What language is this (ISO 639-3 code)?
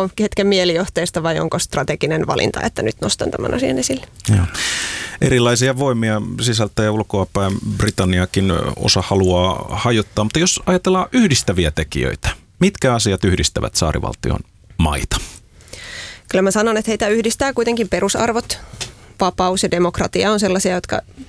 fin